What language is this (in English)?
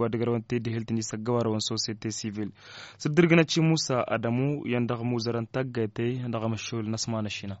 Tamasheq